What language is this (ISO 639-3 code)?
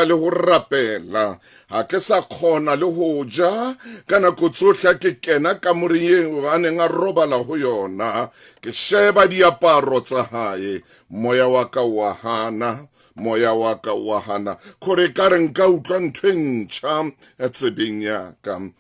sot